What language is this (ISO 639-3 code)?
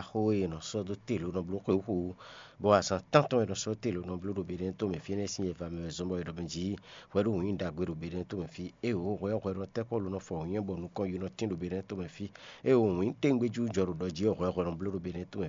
fon